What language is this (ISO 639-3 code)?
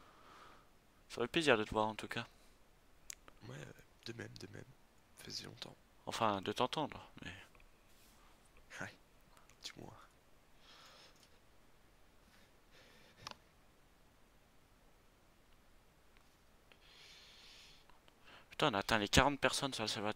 fra